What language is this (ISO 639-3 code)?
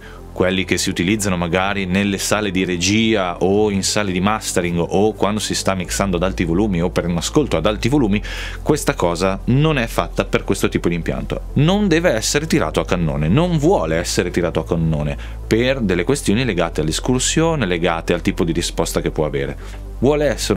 ita